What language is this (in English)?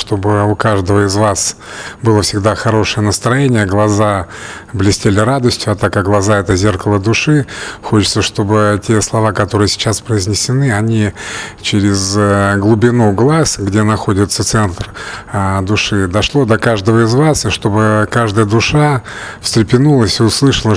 Russian